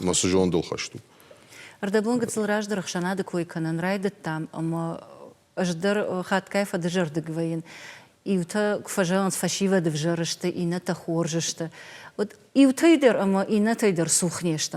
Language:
Ossetic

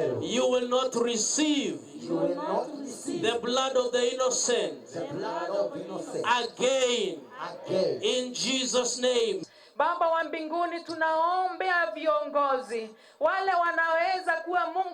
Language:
Meru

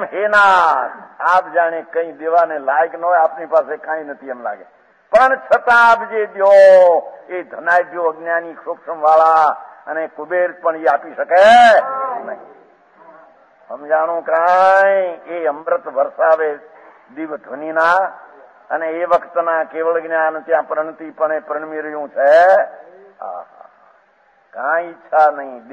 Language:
Gujarati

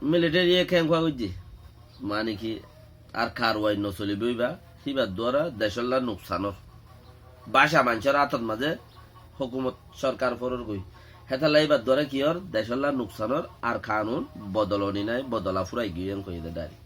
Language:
Rohingya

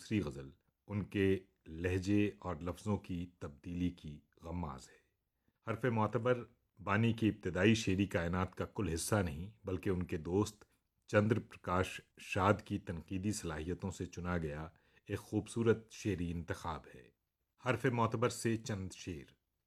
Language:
Urdu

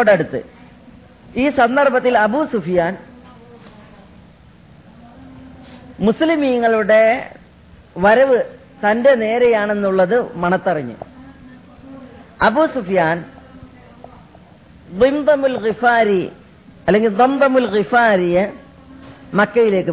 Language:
Malayalam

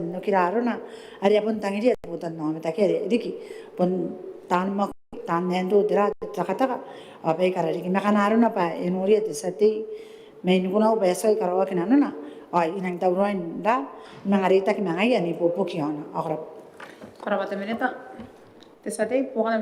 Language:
Gilbertese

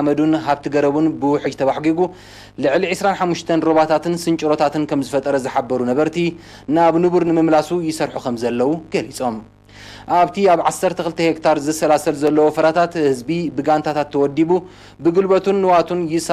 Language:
Tigrinya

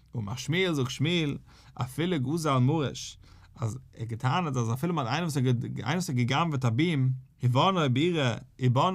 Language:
Yiddish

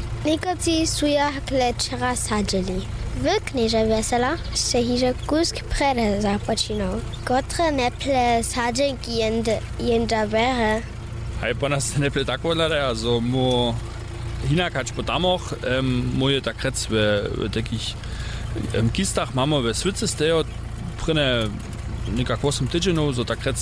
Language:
Upper Sorbian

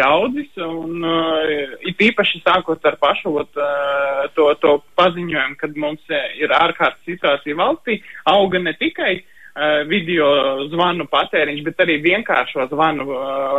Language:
Latvian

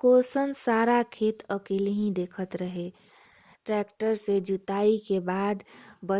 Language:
Bhojpuri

